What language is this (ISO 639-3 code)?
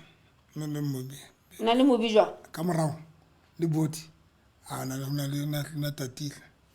sot